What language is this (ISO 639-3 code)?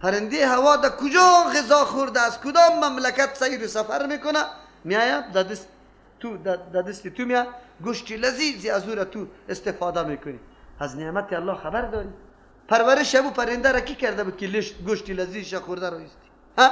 fas